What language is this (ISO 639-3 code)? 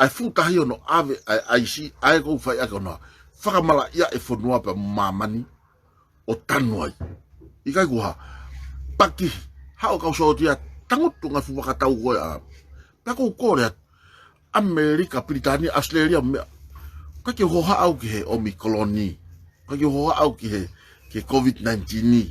ton